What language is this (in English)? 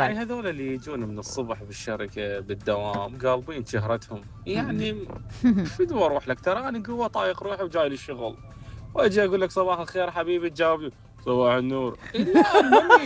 Mesopotamian Arabic